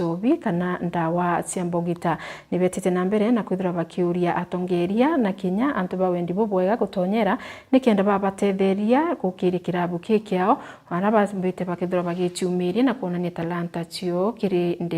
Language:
Meru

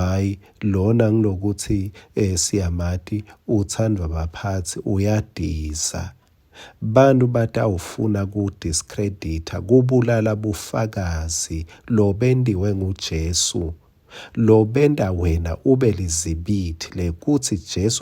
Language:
Swati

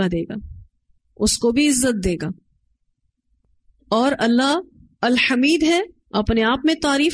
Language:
Urdu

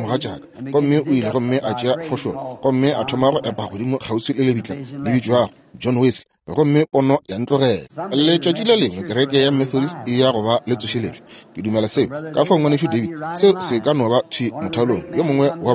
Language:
Northern Sotho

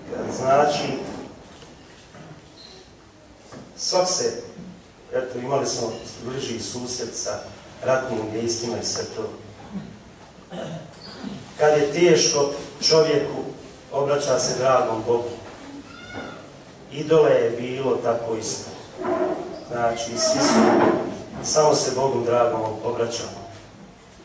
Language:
Bosnian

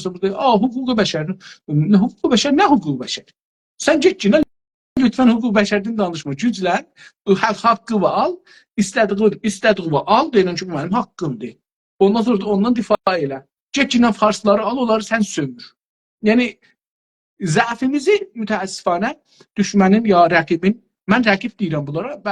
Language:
South Azerbaijani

